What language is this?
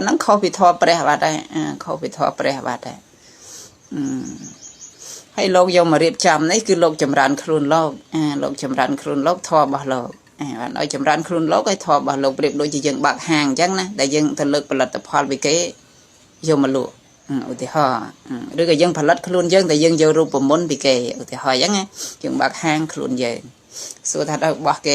Khmer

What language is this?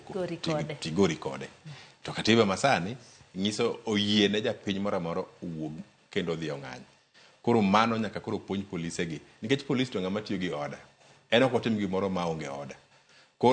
Luo (Kenya and Tanzania)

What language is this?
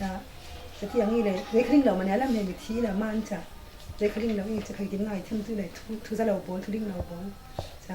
Falam Chin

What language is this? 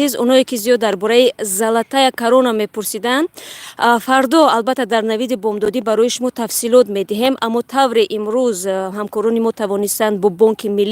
Tajik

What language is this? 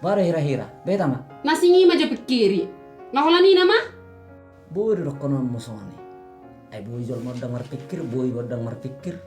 Batak Toba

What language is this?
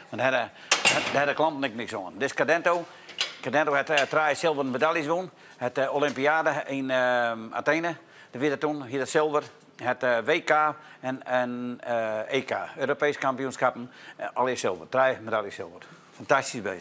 Western Frisian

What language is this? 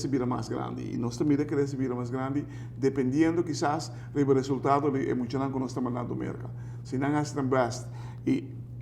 Papiamento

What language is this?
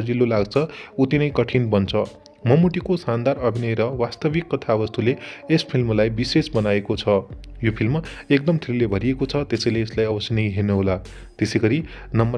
Nepali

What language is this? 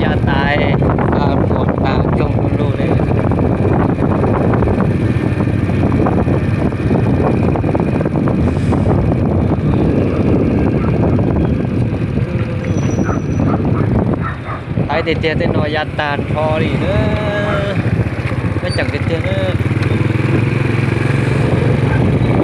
Vietnamese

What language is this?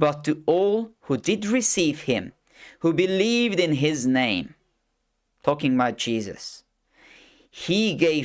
English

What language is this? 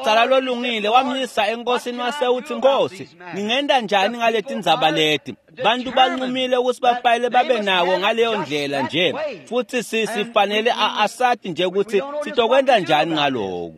Swati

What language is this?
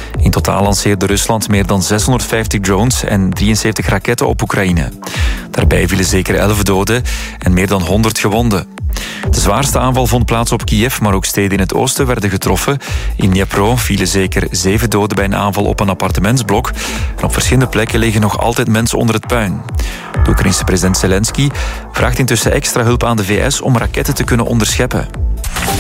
Dutch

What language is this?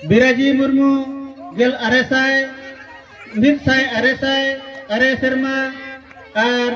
Santali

